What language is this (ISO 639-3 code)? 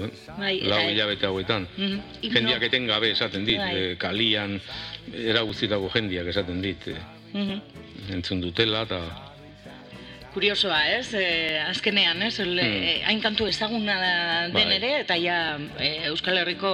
eus